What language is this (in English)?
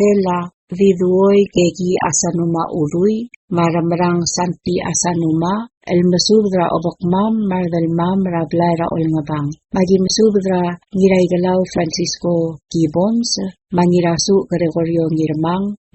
Palauan